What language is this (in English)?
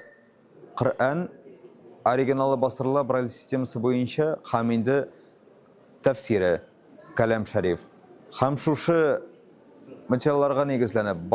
Tatar